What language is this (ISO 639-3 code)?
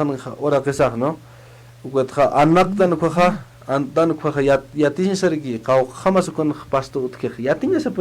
aym